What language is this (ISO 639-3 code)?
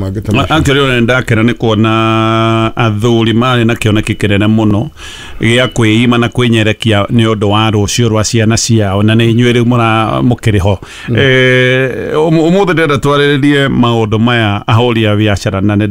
kik